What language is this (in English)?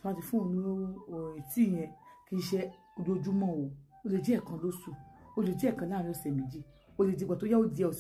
Yoruba